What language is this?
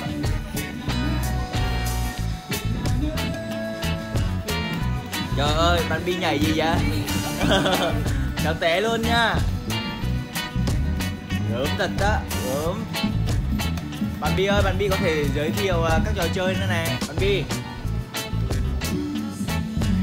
Vietnamese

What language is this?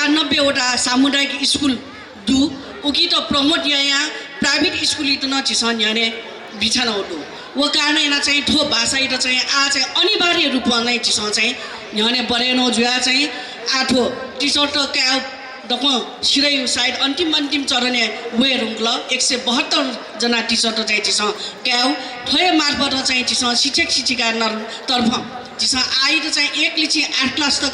Newari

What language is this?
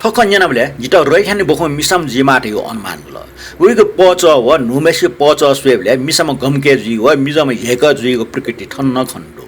Newari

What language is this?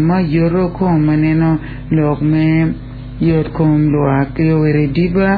Acoli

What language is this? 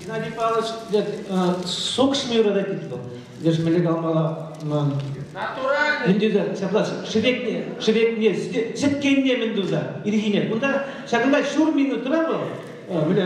Chuvash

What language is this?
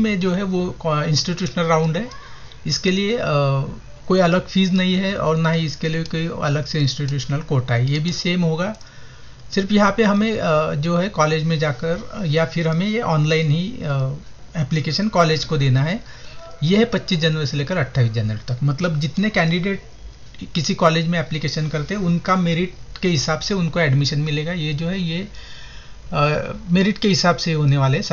Hindi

